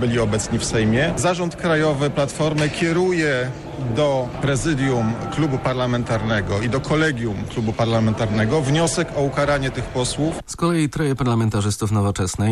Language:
Polish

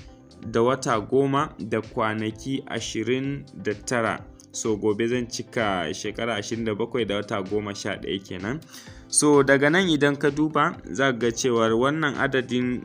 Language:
Hausa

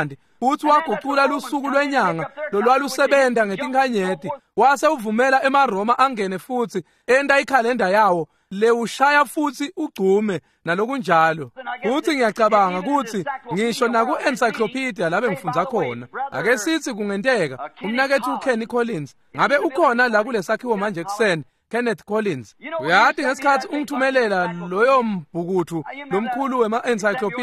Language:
Swati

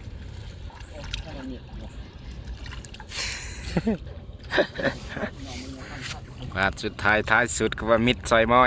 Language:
Lao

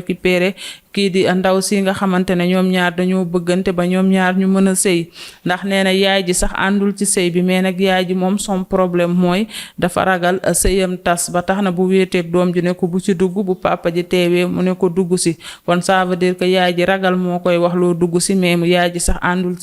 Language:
Wolof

